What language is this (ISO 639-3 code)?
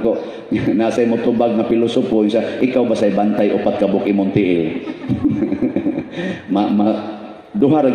ceb